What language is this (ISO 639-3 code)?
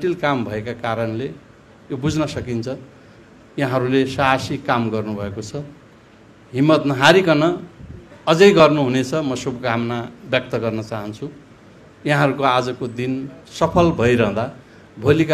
nep